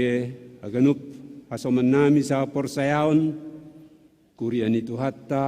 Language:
Batak Simalungun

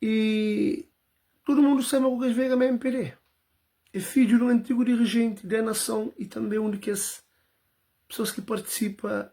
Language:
Kabuverdianu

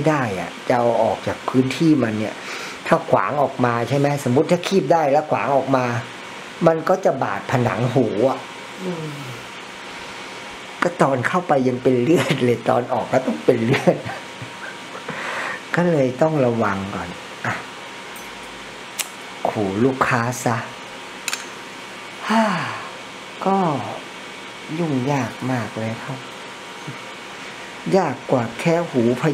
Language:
Thai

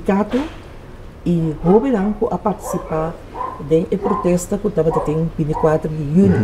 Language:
Papiamento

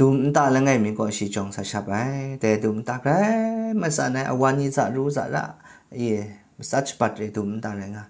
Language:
Kachin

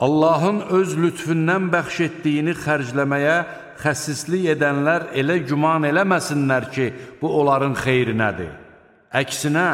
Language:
Azerbaijani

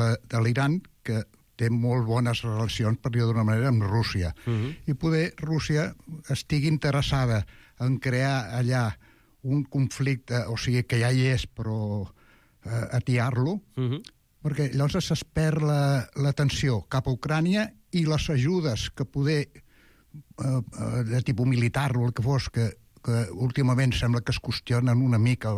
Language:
Catalan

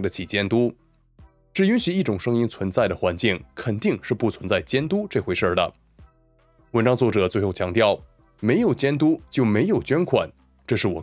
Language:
Chinese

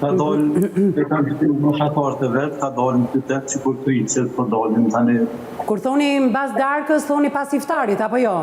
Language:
Albanian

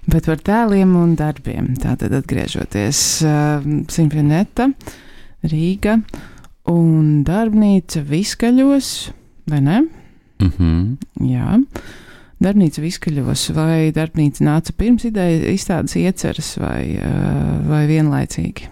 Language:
Latvian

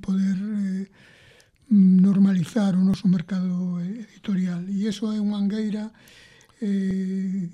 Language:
Galician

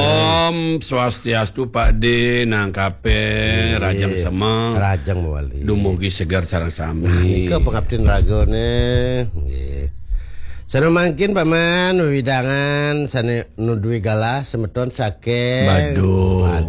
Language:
Balinese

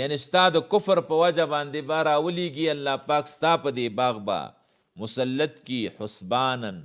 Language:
Pashto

